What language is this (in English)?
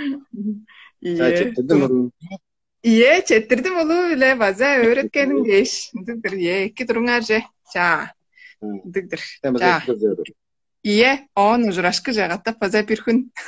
Tuvinian